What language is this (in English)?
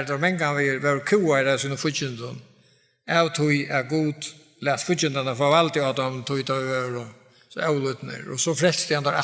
Faroese